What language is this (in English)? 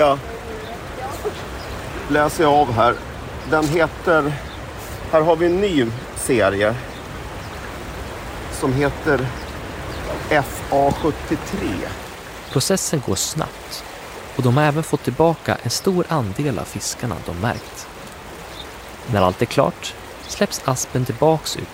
Swedish